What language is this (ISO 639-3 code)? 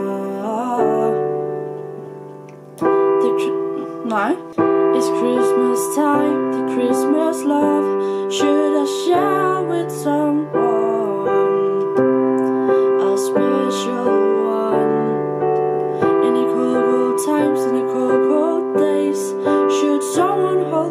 dan